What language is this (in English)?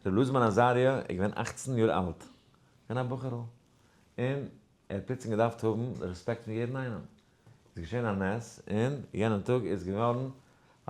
Yiddish